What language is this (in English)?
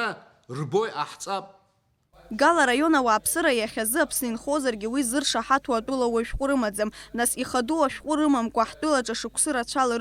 Abkhazian